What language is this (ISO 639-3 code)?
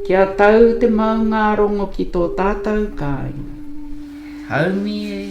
mri